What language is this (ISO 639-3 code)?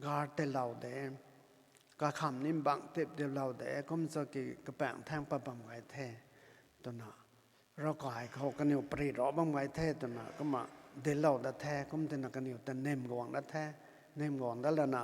nbu